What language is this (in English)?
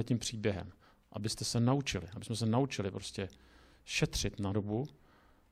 Czech